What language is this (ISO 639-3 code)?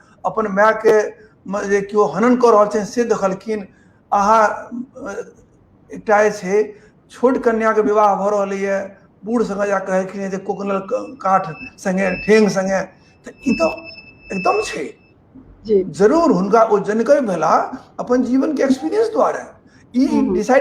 mai